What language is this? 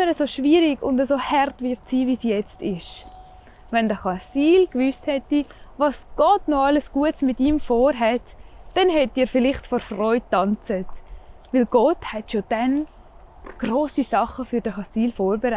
Swiss German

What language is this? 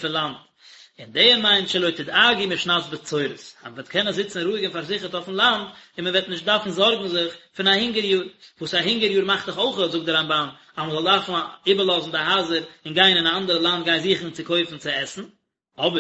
Yiddish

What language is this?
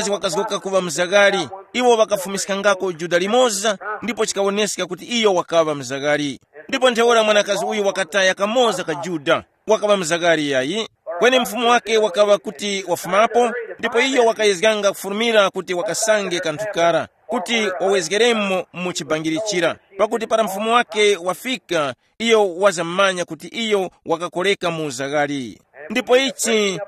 Tumbuka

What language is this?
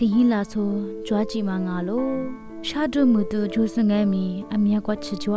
Lisu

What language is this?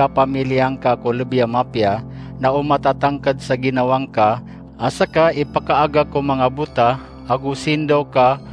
Maranao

